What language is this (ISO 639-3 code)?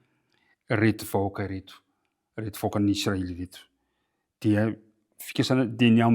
mlg